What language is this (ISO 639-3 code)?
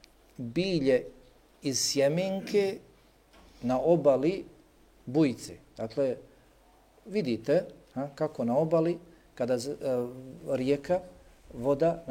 bos